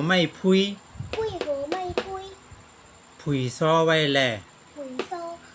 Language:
Shan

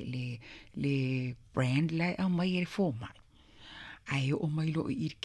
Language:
Samoan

